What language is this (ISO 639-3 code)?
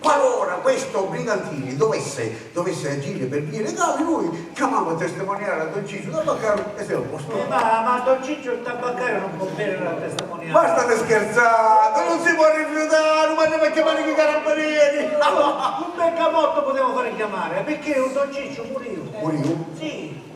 scn